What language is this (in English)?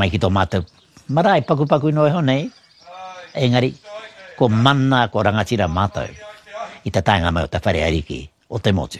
Māori